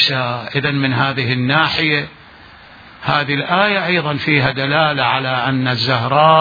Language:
Mesopotamian Arabic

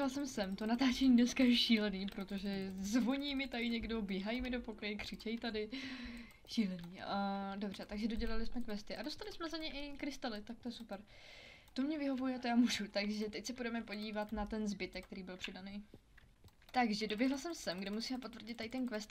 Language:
Czech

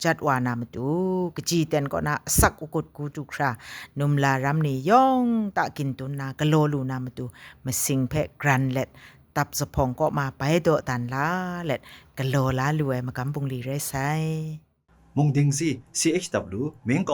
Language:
Kachin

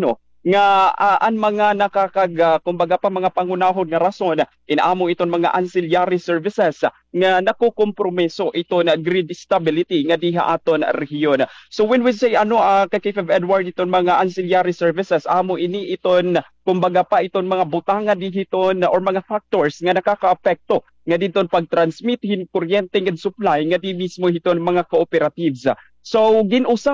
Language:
Waray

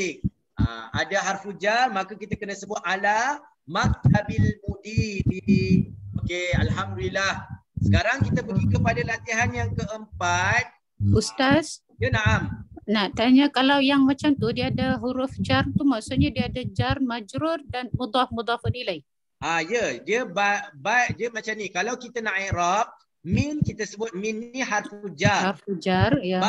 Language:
Malay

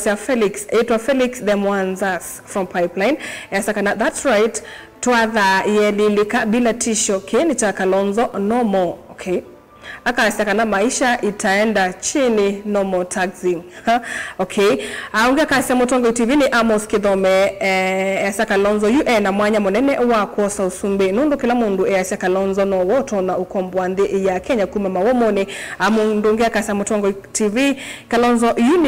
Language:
Kamba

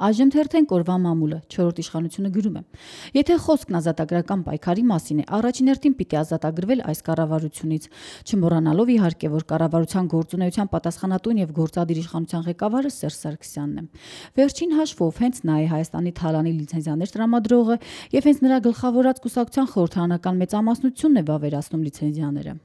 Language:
Armenian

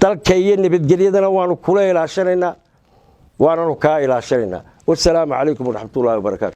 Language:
Somali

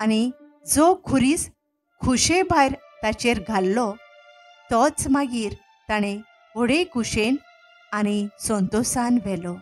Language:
Konkani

